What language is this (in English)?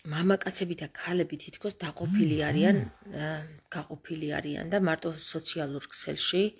Georgian